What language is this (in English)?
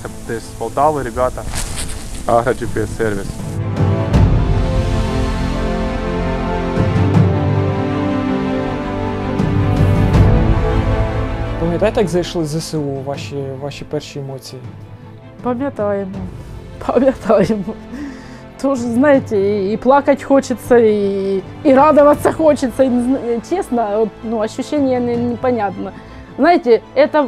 Ukrainian